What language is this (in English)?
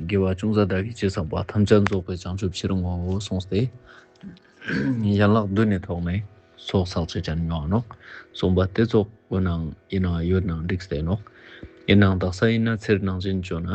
Ladakhi